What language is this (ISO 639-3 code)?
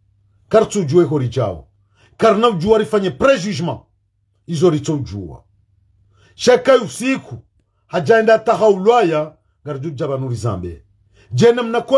zdj